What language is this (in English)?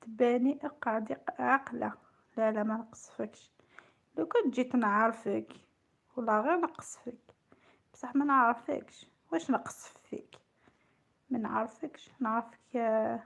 Algerian Arabic